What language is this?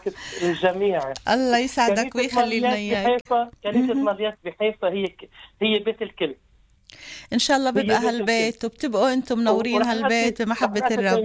North Levantine Arabic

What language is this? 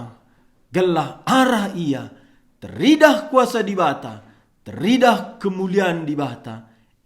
Batak Karo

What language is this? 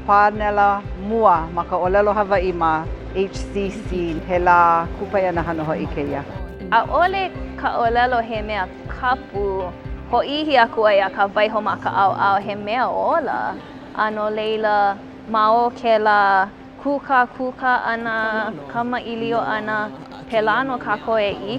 Hawaiian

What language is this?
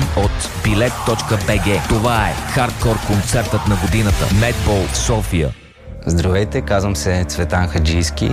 Bulgarian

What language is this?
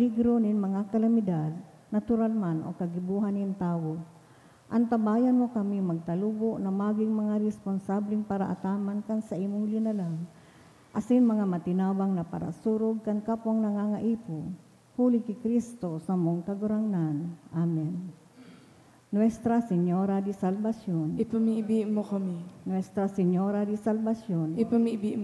Bikol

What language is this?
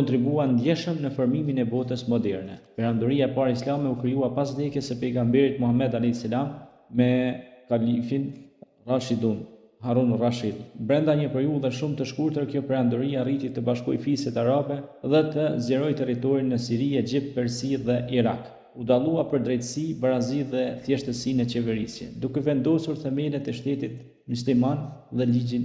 Albanian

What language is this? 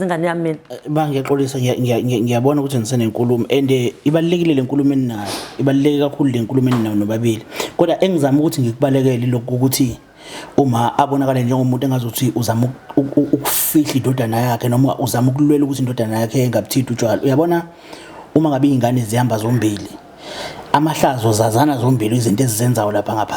Zulu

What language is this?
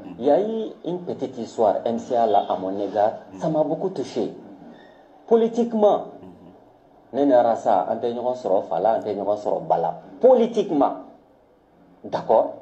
Bambara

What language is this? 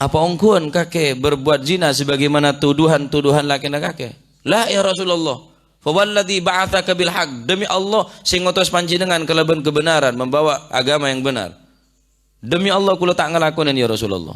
Madurese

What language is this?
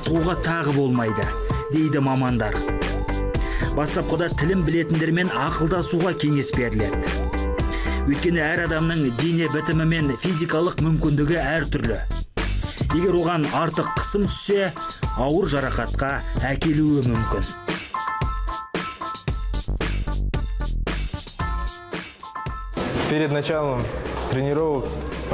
Kazakh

